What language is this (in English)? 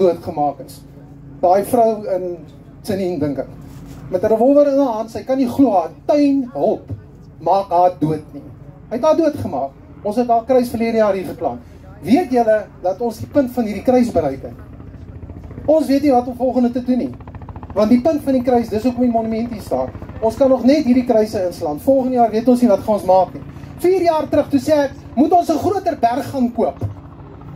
Afrikaans